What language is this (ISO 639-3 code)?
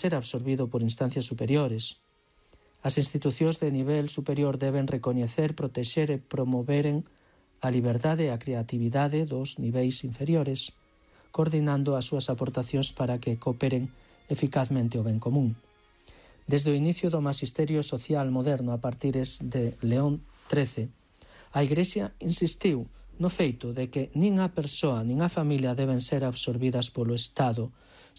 glg